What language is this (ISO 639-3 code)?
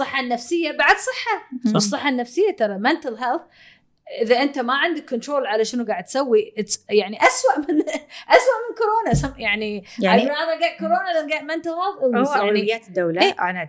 afb